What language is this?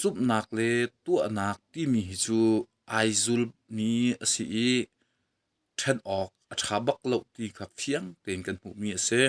Hakha Chin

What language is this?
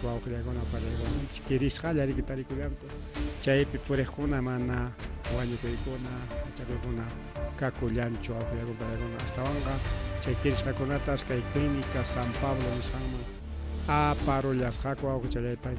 Ayacucho Quechua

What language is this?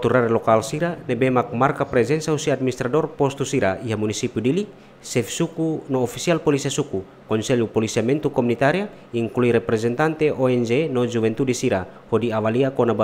Tetum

